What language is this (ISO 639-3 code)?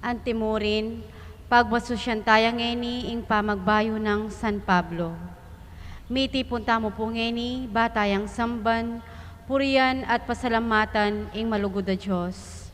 pam